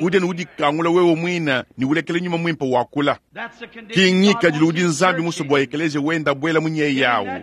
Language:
Luba-Lulua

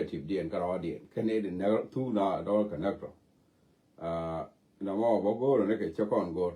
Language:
Nuer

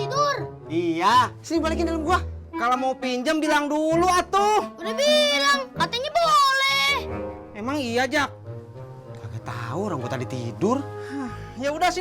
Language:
Betawi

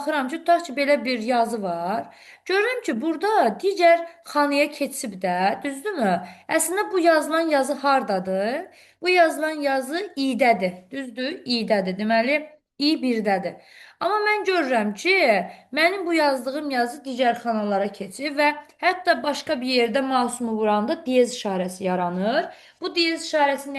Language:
Azerbaijani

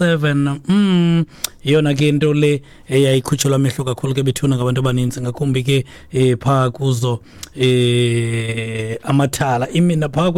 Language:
Xhosa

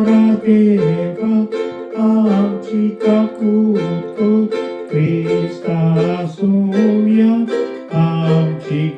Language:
Konkani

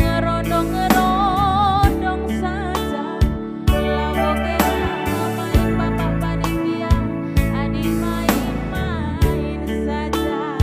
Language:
Batak Karo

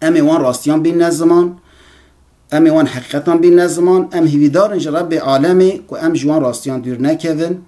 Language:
Kurdish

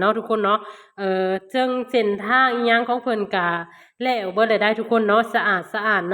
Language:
Lao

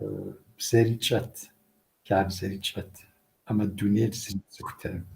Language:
Kabardian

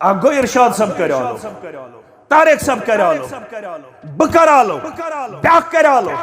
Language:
Kashmiri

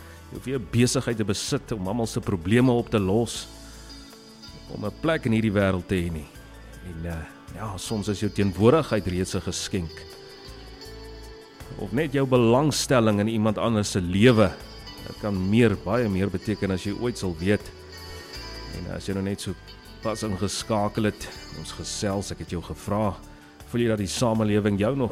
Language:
Afrikaans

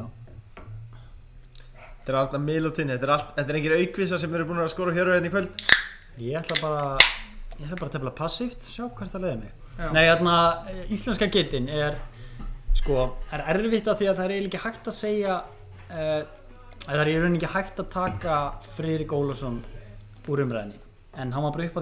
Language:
Icelandic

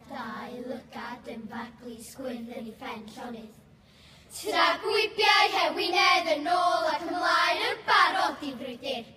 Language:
Welsh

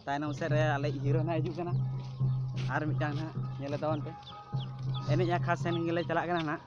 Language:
Santali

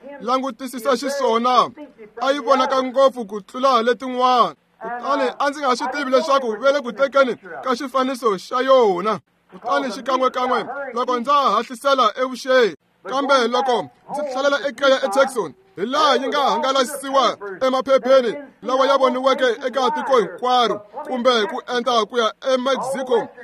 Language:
Tsonga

